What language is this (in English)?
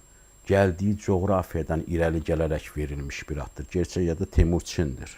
Azerbaijani